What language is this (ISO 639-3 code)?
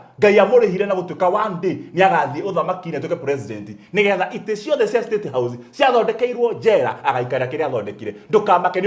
kik